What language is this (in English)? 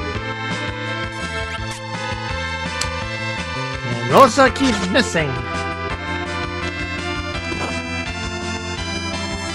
English